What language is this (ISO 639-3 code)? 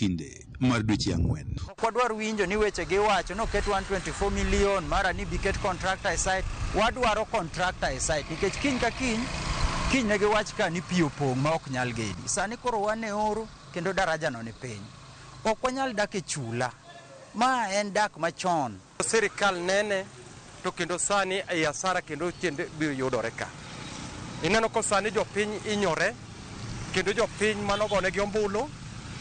luo